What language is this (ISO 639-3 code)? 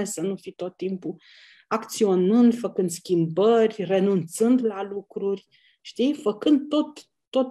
ron